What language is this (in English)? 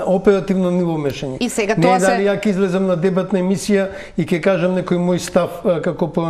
Macedonian